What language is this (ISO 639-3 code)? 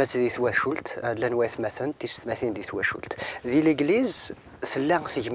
kab